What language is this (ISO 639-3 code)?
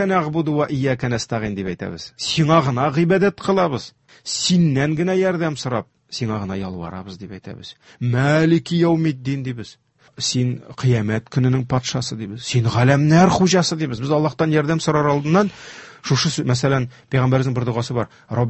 tat